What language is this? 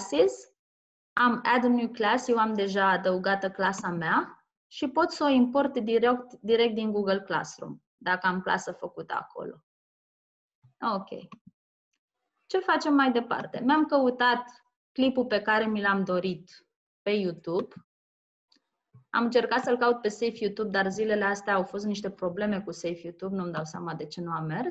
Romanian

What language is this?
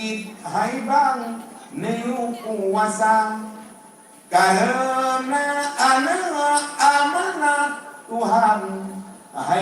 Achinese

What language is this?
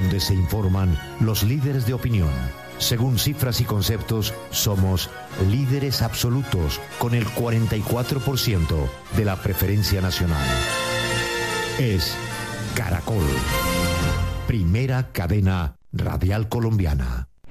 Spanish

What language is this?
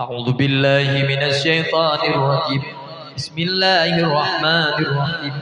Achinese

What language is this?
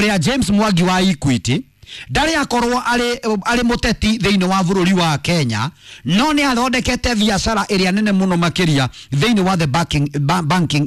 Kikuyu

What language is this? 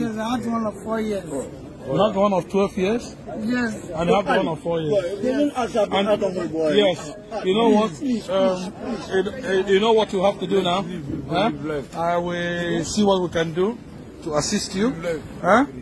Nigerian Pidgin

